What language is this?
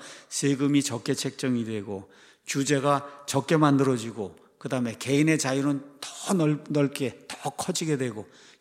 Korean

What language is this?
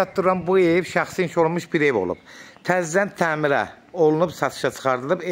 Azerbaijani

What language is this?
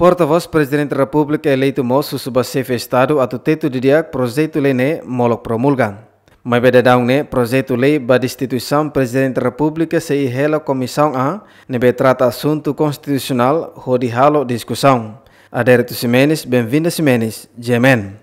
Tetum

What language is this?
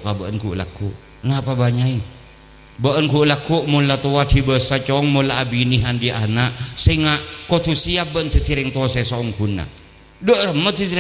Madurese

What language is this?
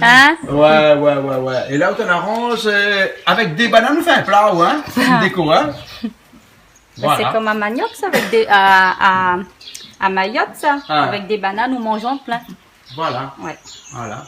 Réunion Creole French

